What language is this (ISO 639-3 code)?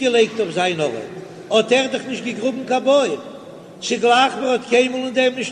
yid